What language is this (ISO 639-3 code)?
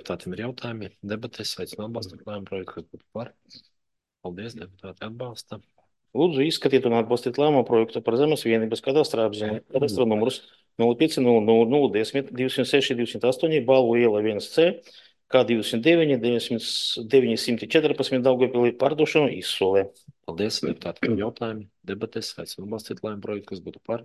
lav